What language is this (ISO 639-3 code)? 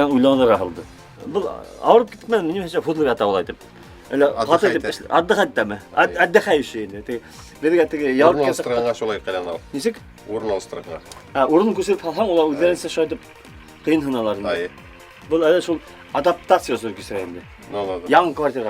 bak